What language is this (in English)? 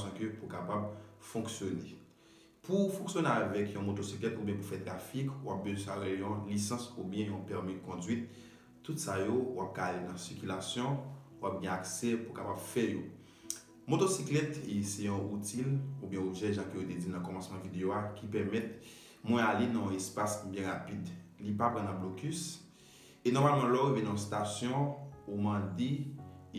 Haitian Creole